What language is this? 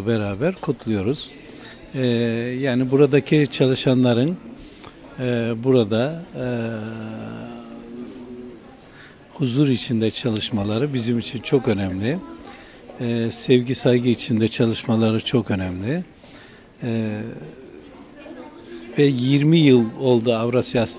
Turkish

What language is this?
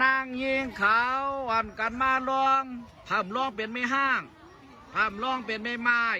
Shan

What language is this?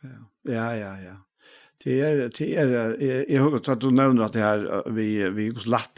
Faroese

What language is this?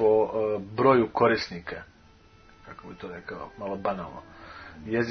Serbian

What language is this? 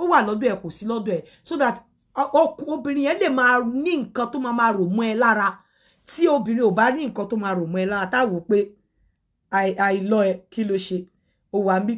Yoruba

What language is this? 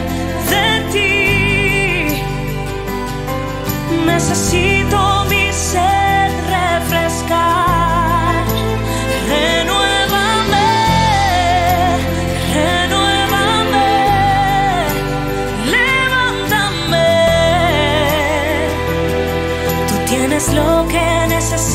Spanish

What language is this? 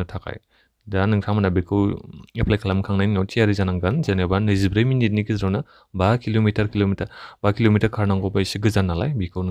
Bodo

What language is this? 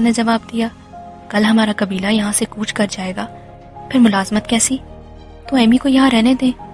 Urdu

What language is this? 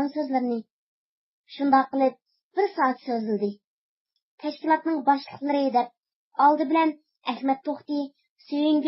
Uyghur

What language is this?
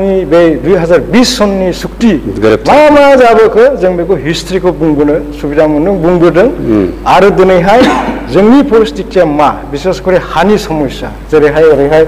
Bodo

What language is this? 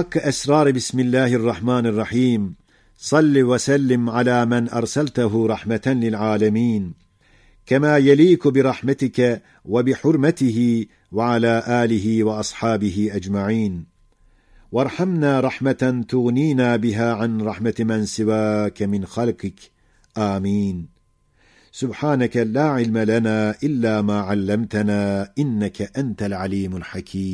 Ottoman Turkish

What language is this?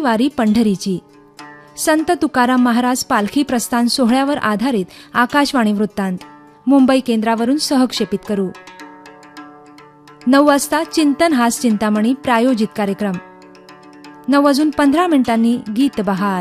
Marathi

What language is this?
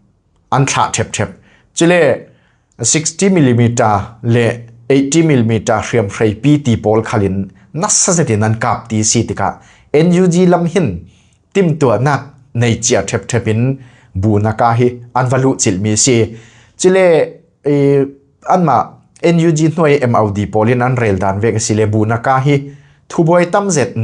Falam Chin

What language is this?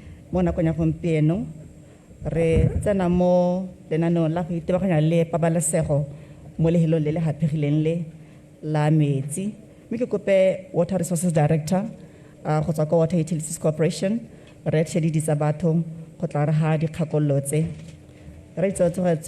Tswana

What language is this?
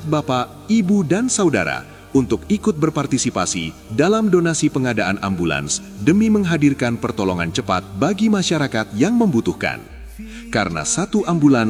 Indonesian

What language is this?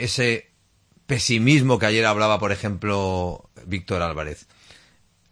Spanish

